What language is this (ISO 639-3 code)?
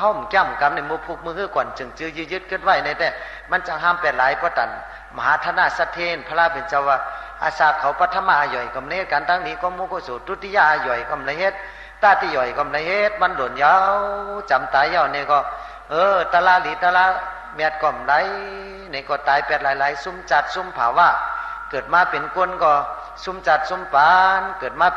shn